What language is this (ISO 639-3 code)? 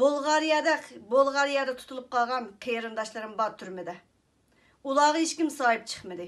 uig